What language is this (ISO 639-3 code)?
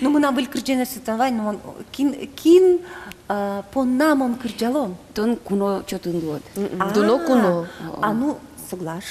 udm